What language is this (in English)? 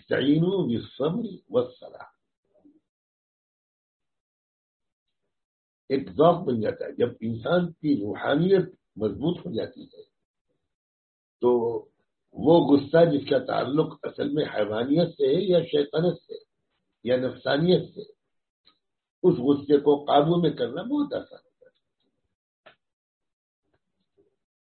Urdu